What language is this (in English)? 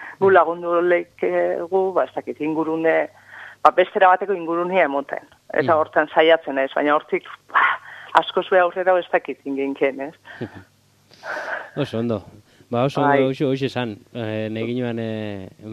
Basque